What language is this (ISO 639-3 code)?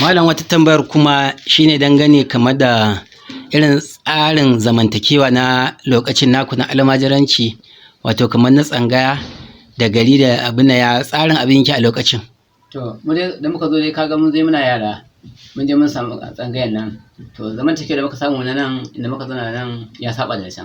hau